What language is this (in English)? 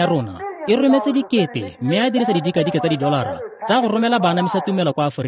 Tswana